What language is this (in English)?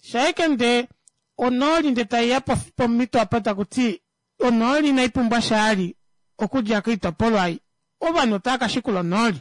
Kuanyama